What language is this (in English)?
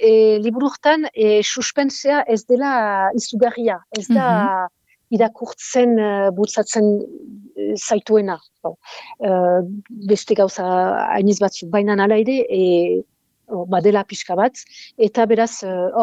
Basque